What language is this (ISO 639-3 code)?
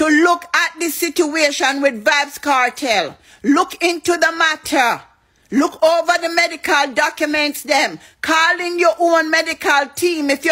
jam